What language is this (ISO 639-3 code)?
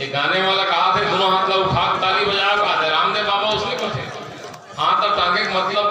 hne